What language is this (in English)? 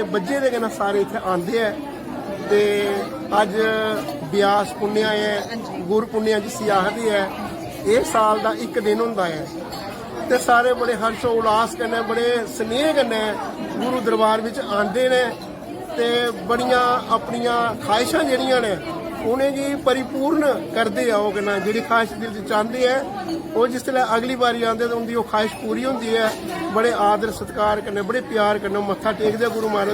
Dogri